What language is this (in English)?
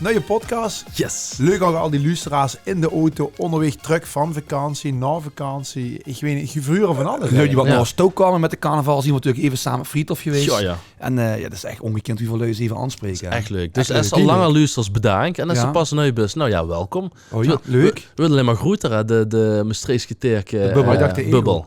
Limburgish